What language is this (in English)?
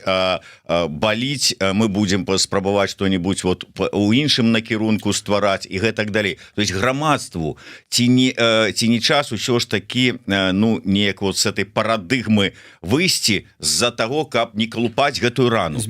Belarusian